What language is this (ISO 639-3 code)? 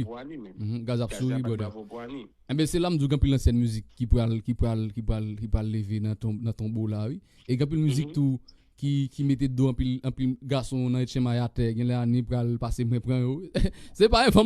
hat